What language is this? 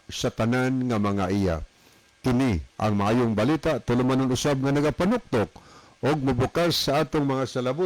Cebuano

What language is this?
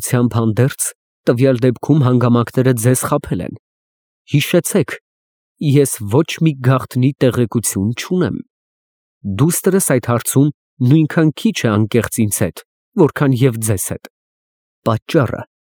Armenian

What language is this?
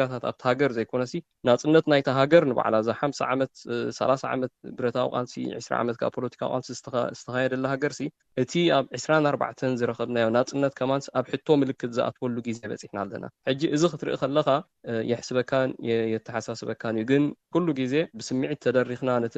Tigrinya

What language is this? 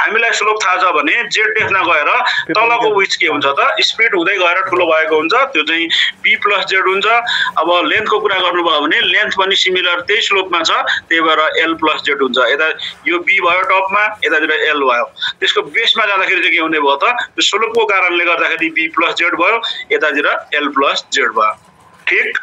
Nepali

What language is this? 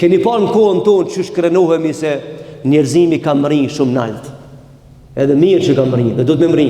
Albanian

